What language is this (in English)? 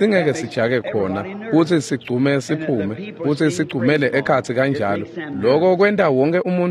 Swati